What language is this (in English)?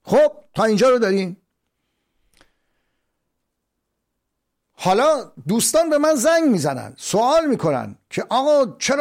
Persian